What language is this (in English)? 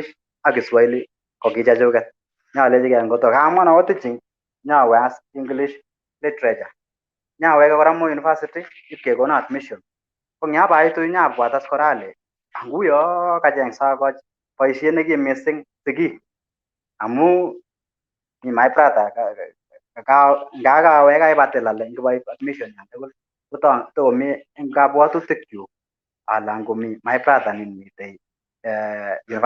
Kalenjin